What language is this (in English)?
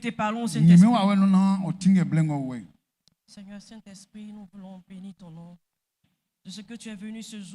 Baoulé